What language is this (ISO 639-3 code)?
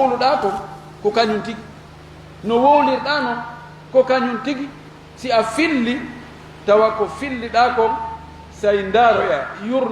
ful